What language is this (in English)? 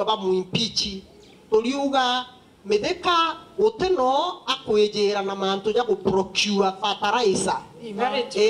Meru